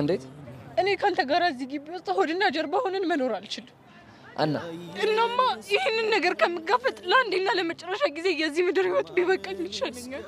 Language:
Amharic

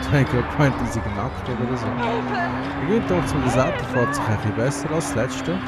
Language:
Swiss German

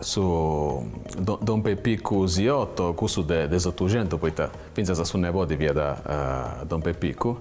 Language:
Sardinian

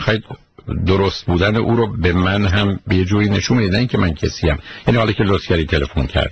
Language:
Persian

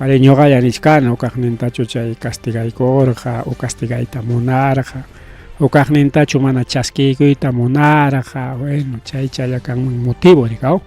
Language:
Ayacucho Quechua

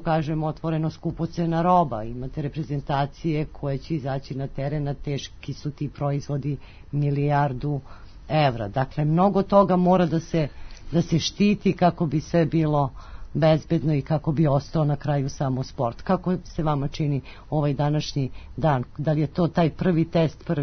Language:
Serbian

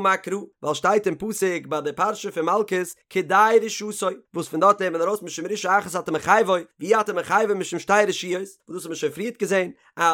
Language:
Yiddish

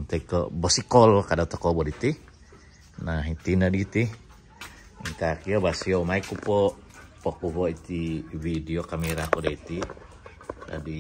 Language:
Central Dusun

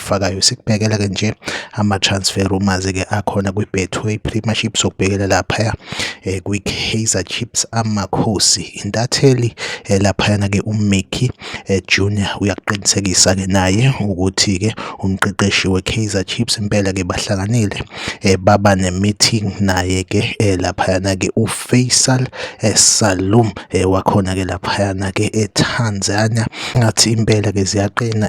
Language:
Zulu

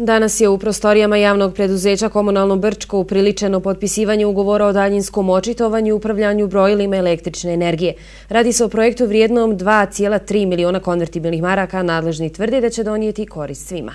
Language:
Bosnian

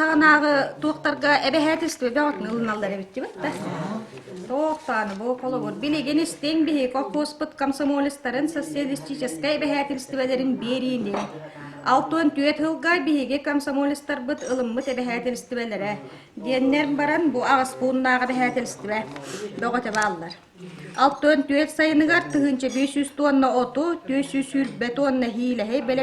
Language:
Yakut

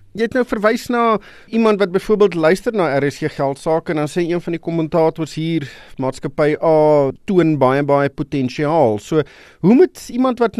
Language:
Afrikaans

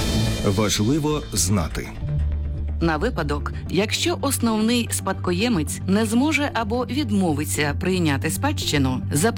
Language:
Ukrainian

